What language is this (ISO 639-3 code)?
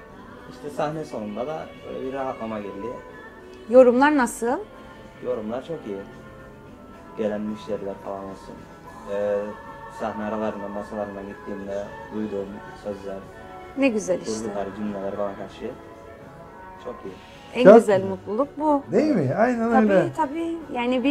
tur